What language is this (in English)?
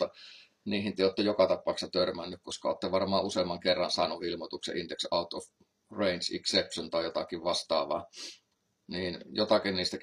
Finnish